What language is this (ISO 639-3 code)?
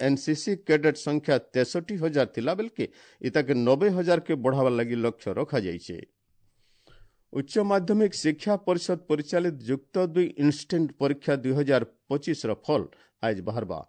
ori